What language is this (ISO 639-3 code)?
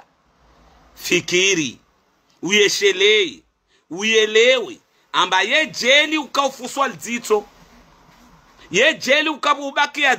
swa